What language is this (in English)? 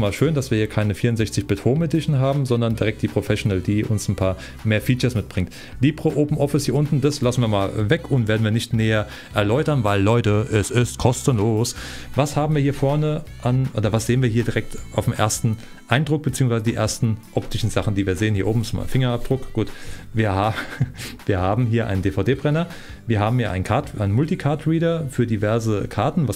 German